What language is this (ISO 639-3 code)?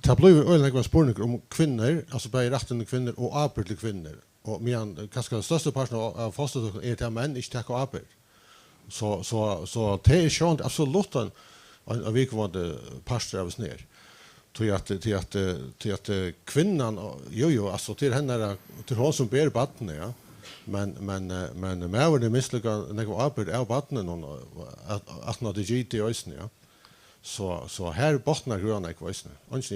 fao